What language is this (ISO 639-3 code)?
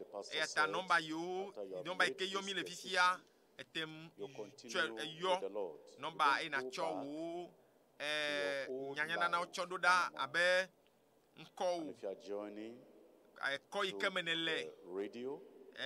ewe